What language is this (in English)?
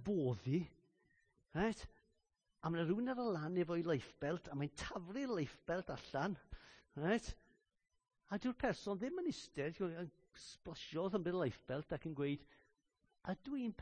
Welsh